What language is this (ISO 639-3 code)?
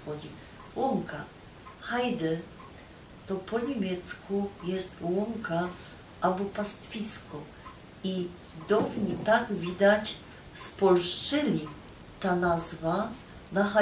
szl